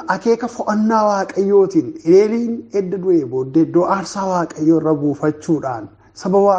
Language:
Oromo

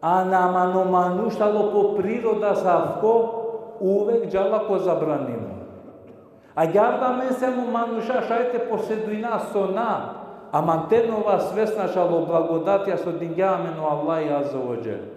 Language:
Balkan Romani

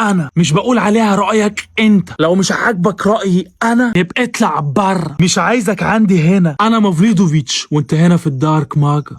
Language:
Egyptian Arabic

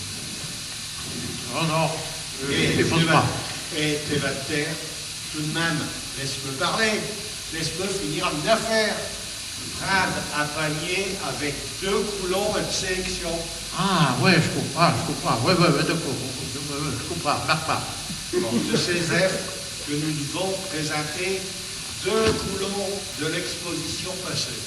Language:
Picard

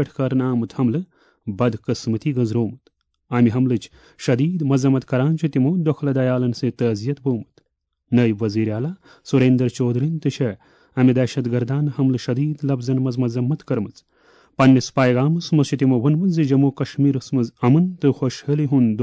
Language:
Kashmiri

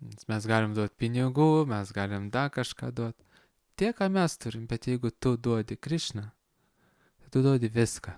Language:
Lithuanian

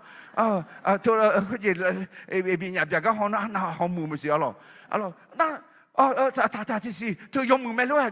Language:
Akha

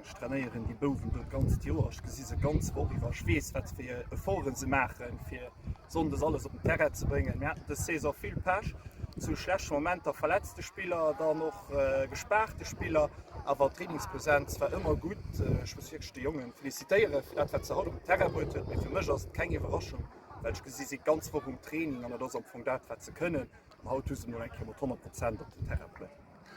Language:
Luxembourgish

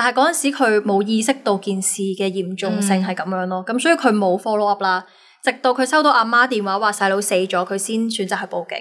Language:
Cantonese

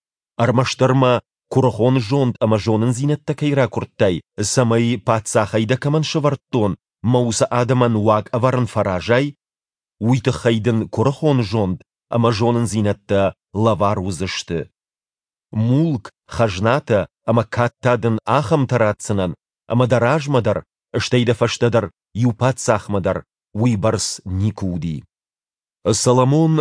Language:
Ossetic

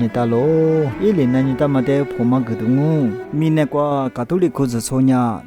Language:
Lisu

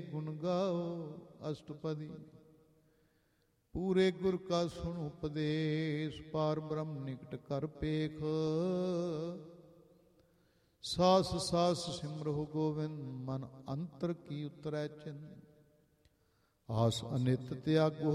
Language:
Punjabi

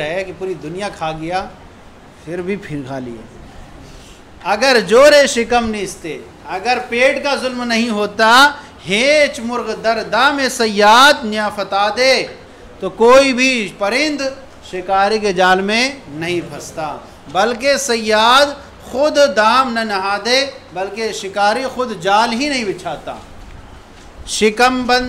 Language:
Urdu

